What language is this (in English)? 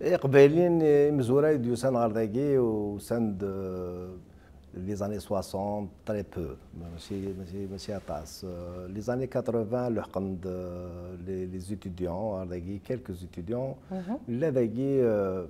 Kabyle